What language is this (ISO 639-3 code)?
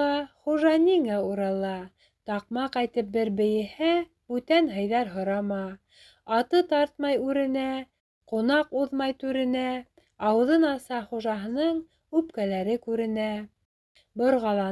bak